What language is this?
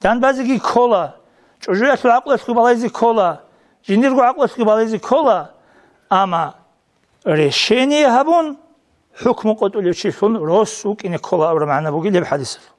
Avaric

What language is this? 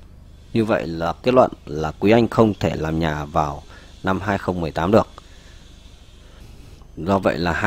Vietnamese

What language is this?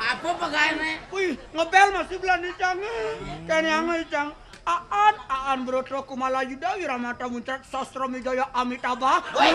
Balinese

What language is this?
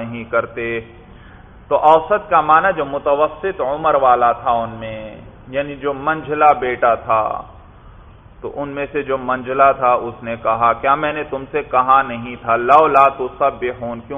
Urdu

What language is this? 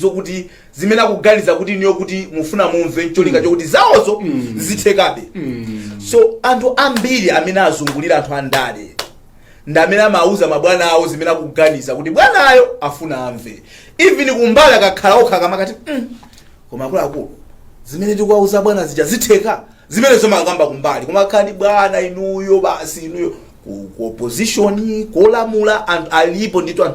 Nyanja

